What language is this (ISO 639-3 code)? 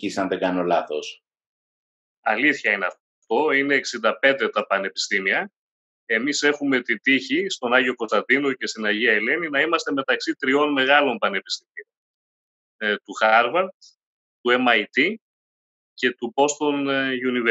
ell